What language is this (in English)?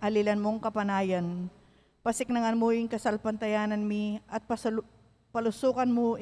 Pampanga